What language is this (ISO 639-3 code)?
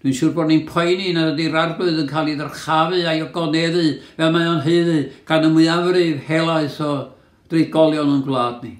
cym